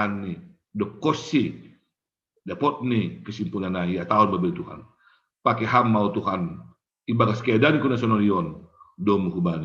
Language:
Batak Simalungun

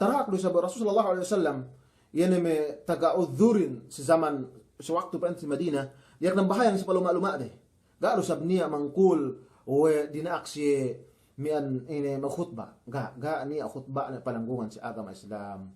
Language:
Yakan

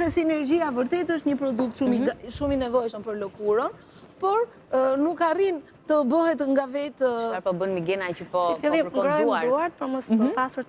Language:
Albanian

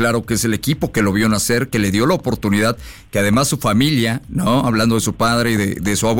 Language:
Spanish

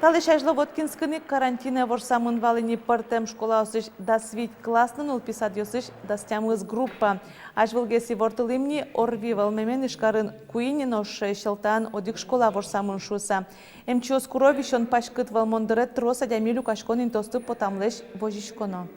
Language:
Udmurt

